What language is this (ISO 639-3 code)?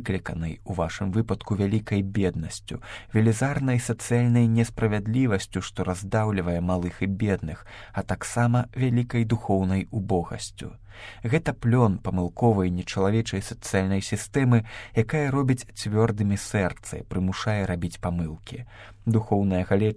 bel